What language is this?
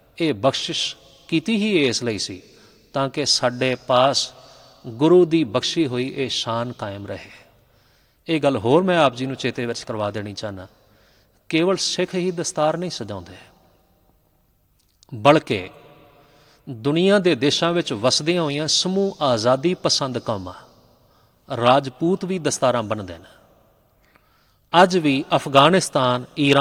Punjabi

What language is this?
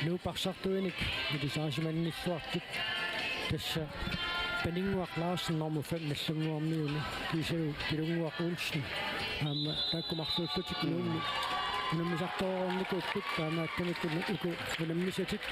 Kalaallisut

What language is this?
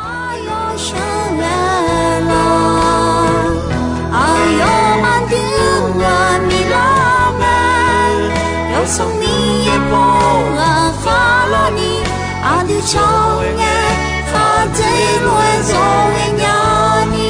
Akha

